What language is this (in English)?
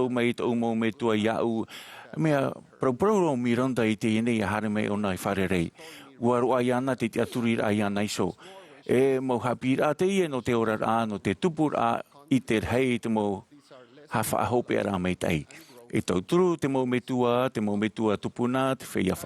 Tahitian